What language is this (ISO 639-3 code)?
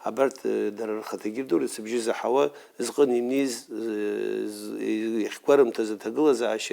abk